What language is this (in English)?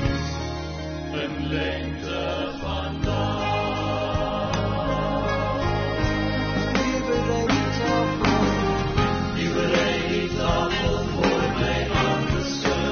Afrikaans